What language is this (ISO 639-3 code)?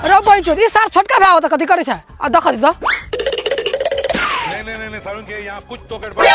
mai